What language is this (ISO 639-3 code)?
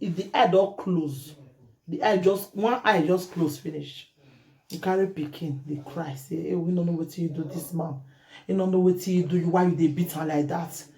pcm